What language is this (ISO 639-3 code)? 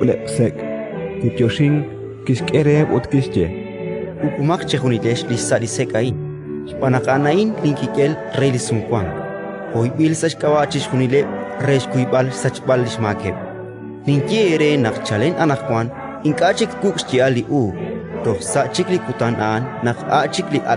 kek